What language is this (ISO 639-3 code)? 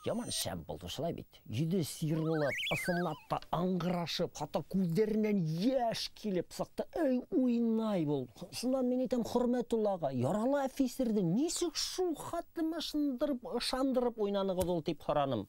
bak